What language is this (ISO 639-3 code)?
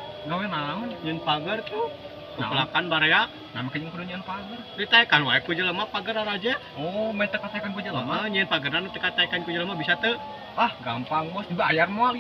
sun